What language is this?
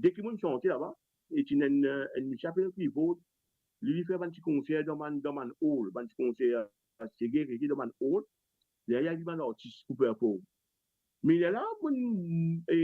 Morisyen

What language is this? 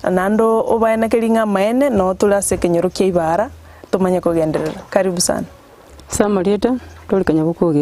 Gusii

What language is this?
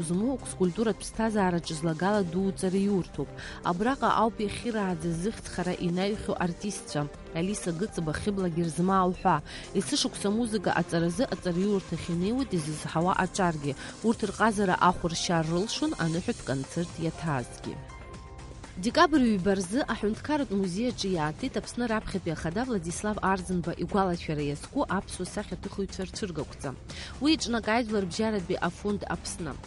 Abkhazian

